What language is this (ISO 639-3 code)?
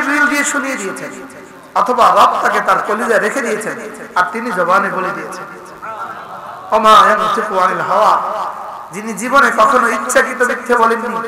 ben